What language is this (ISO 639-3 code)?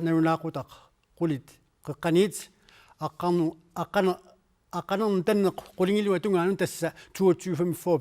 kal